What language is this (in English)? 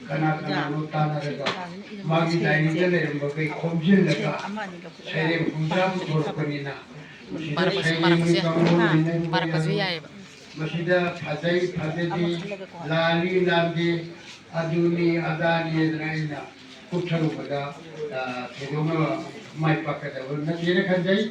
Manipuri